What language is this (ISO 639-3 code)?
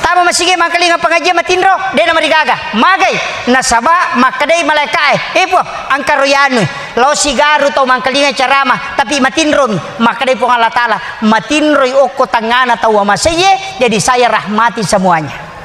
bug